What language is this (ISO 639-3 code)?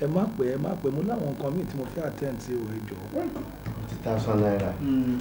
yor